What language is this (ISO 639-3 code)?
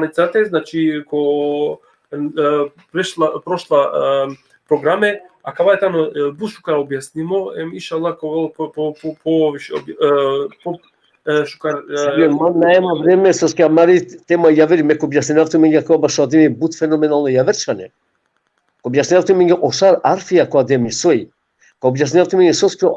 rmn